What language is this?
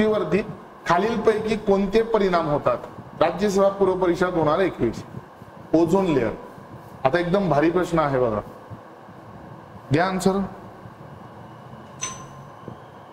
Marathi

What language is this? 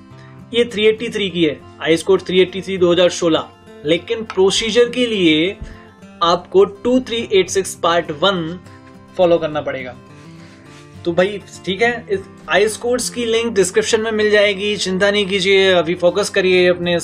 Hindi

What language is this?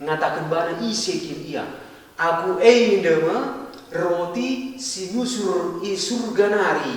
Batak Karo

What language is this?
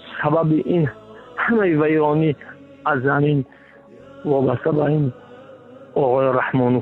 Tajik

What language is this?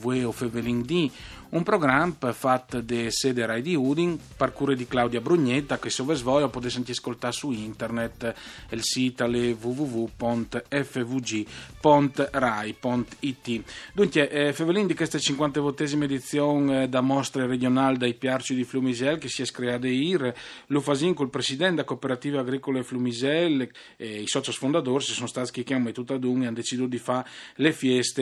Friulian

